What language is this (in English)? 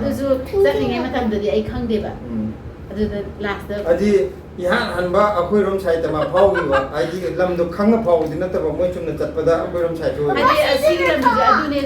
Manipuri